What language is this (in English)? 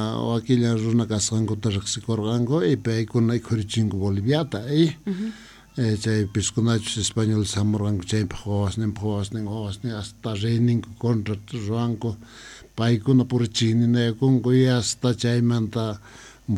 Quechua